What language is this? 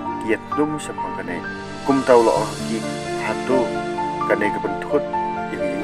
Khasi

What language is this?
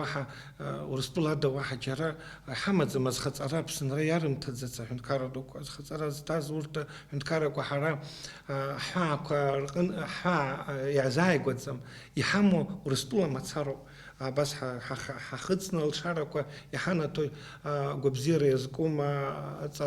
Abkhazian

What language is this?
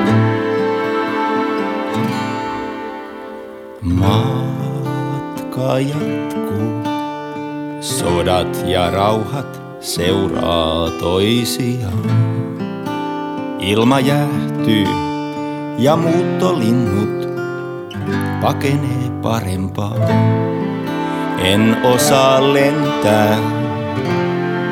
Finnish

